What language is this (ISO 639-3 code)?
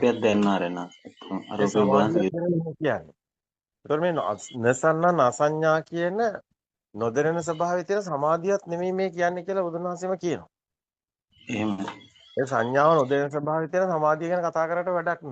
sin